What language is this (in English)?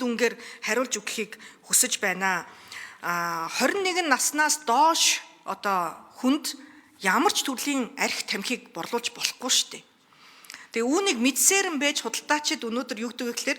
Mongolian